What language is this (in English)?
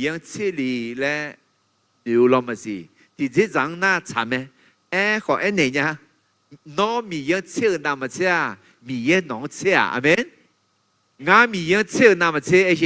Akha